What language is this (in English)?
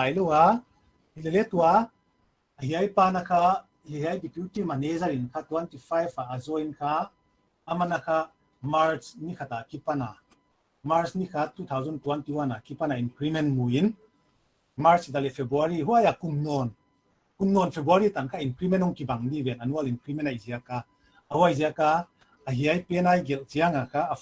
Paite Chin